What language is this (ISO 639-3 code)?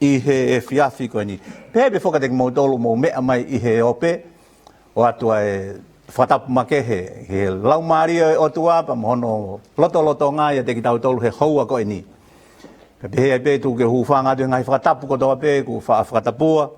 ton